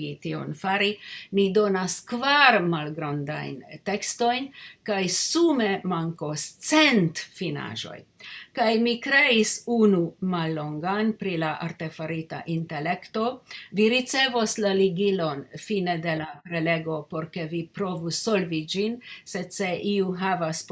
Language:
Esperanto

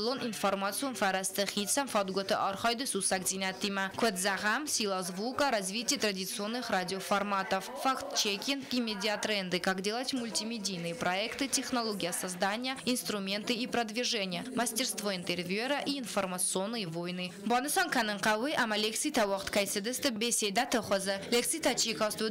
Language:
Ossetic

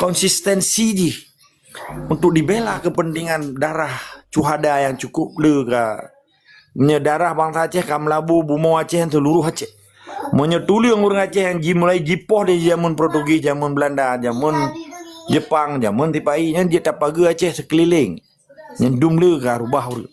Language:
Achinese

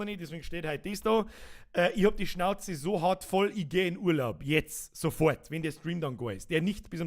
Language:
Bavarian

